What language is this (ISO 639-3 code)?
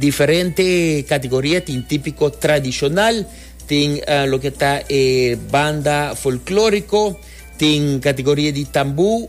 pap